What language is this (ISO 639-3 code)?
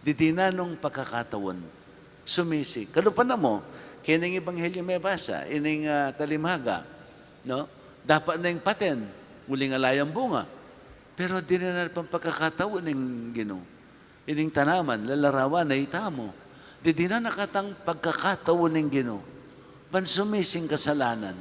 pam